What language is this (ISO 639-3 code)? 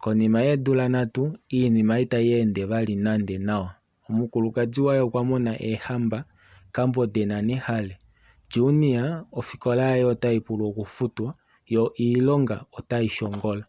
kua